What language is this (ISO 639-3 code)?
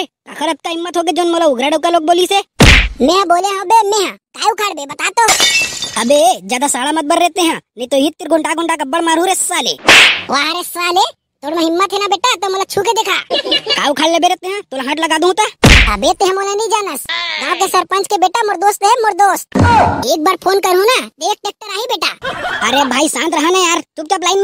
hne